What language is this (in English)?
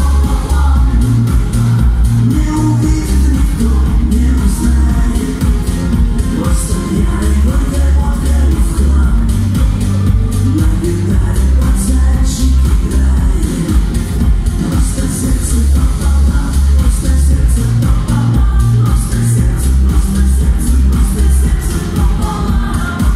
Russian